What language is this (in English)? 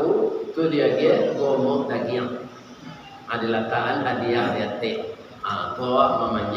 Minangkabau